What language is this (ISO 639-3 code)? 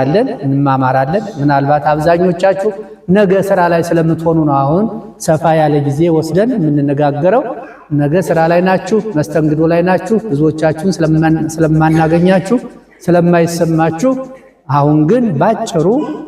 amh